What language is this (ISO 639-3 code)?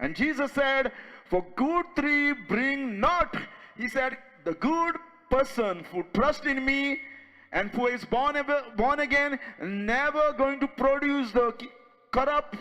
kok